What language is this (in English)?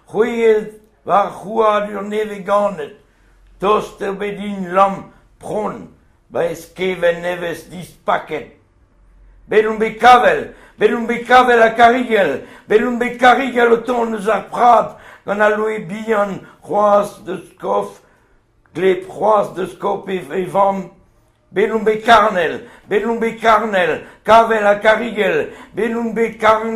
Breton